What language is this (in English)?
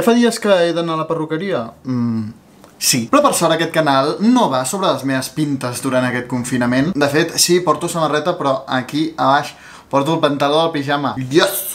Catalan